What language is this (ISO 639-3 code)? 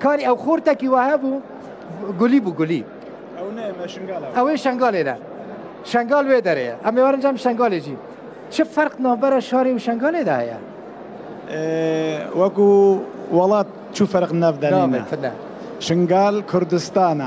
kur